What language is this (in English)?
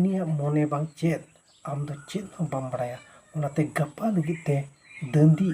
Santali